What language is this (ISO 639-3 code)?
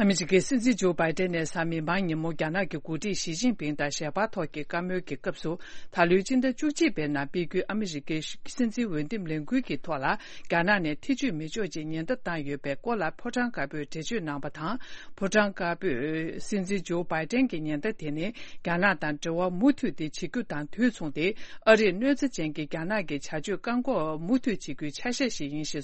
bod